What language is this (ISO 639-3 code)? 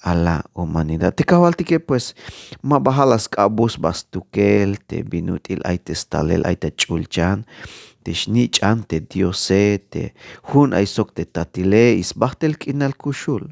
tzh